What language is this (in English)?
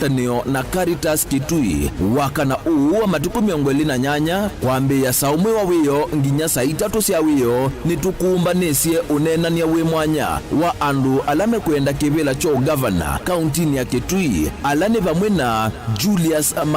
Kamba